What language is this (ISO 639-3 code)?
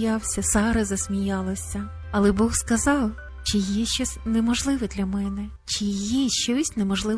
ukr